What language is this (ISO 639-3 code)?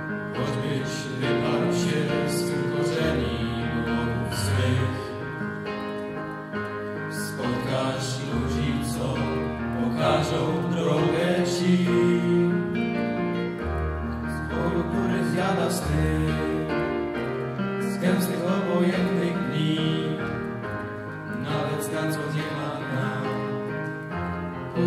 pol